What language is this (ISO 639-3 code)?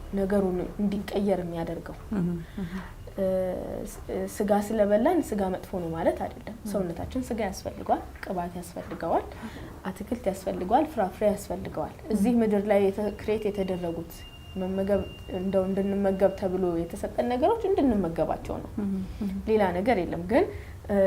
amh